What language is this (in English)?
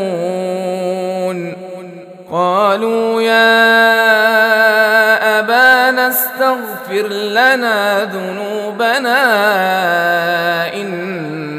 Arabic